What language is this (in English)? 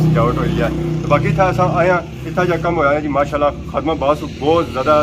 Pahari-Potwari